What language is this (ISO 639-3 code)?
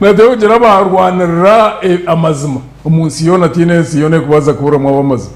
nyn